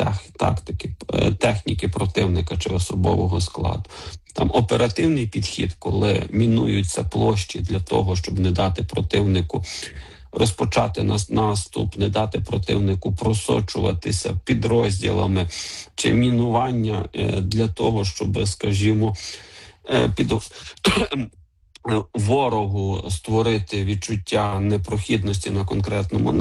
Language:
Ukrainian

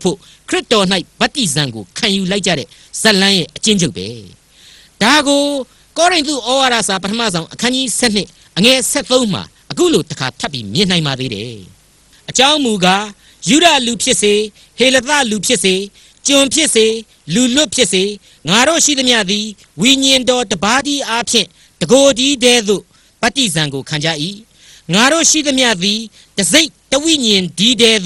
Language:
Burmese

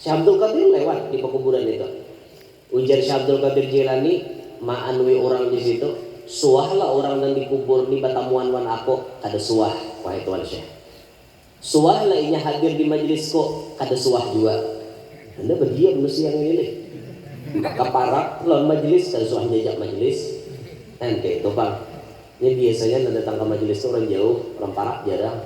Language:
Banjar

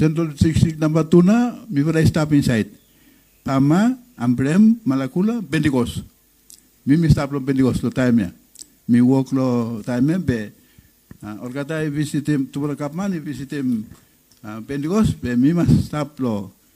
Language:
Bislama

